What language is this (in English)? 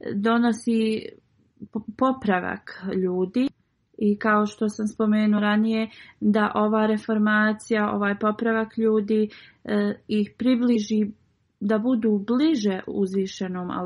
Bosnian